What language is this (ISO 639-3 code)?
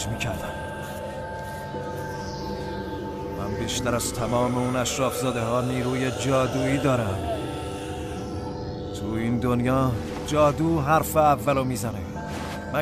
fas